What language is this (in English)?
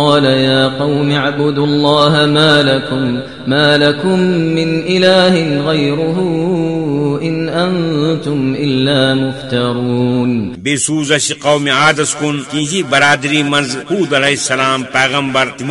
Kashmiri